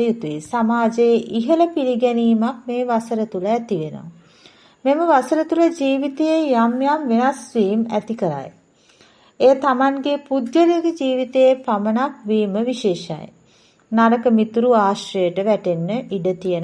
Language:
Sinhala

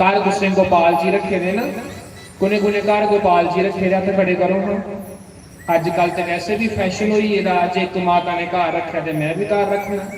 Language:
Dogri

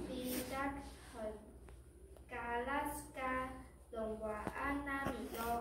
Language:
Taroko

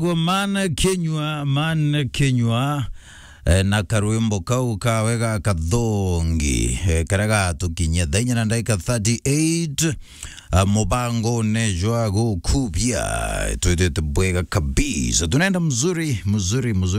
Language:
Meru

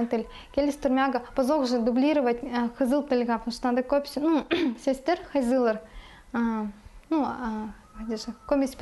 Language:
Khakas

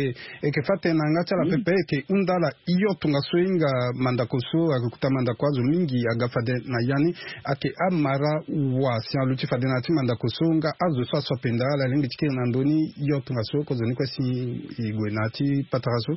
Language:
Sango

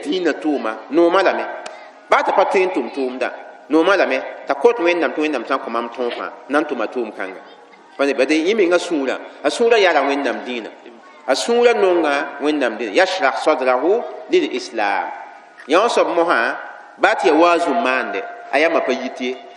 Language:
Mossi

